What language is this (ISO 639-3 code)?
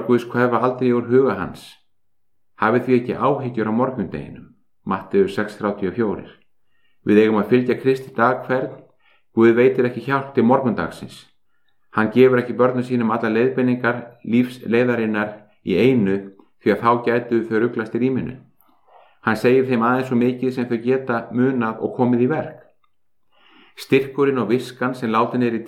isl